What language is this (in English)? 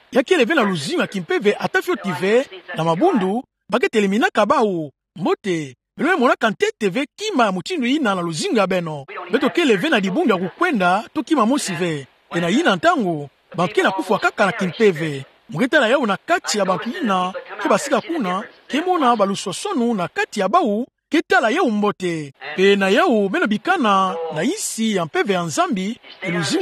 Kituba (Democratic Republic of Congo)